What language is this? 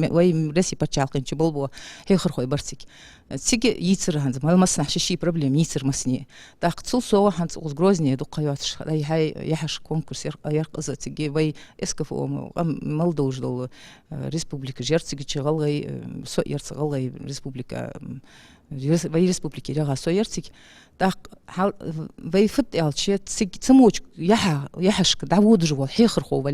Ingush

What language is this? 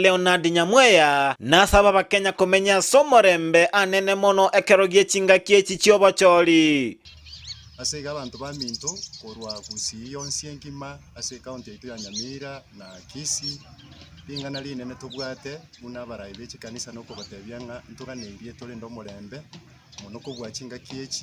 Gusii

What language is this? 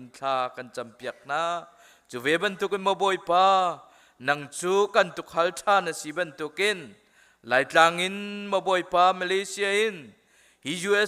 Hakha Chin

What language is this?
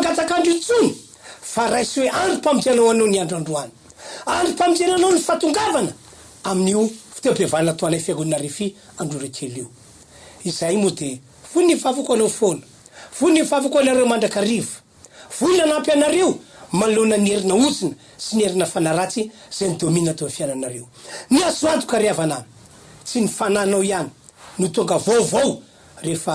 Malagasy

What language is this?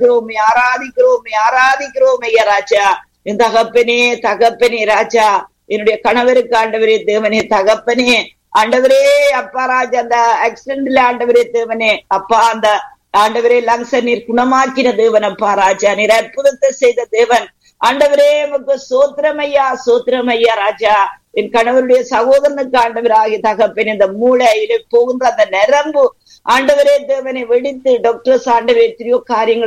Tamil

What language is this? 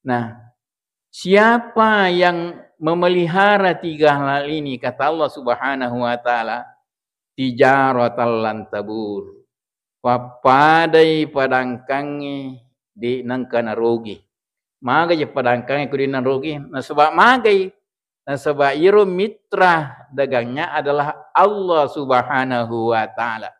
Buginese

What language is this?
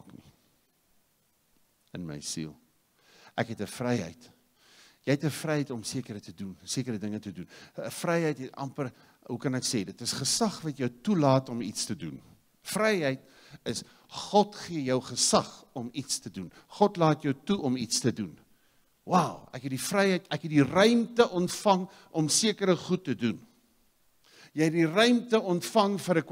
Afrikaans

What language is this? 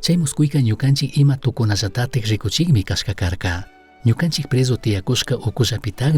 Chimborazo Highland Quichua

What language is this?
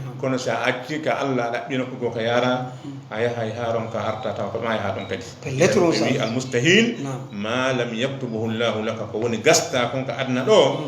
Fula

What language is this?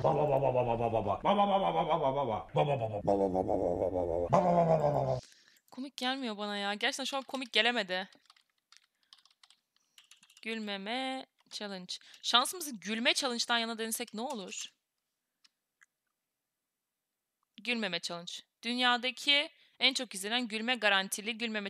Turkish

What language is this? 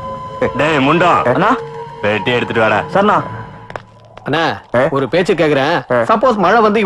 Tamil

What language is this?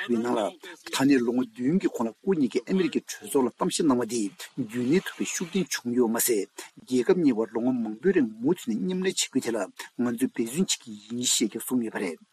Tibetan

